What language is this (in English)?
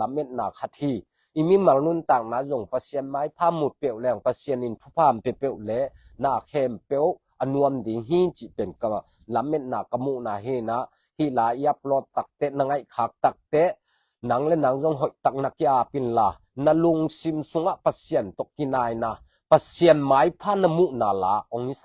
Tedim Chin